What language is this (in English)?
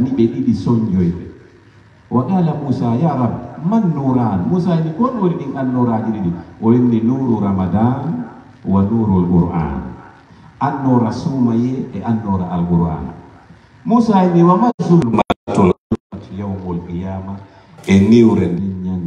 Pular